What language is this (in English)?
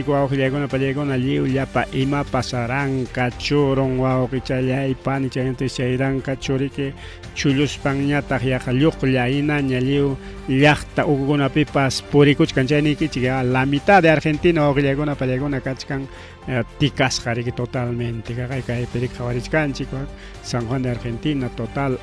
Ayacucho Quechua